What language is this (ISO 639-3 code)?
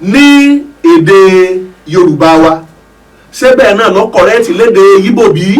yor